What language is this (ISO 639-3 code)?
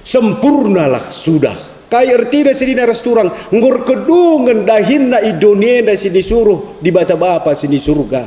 btx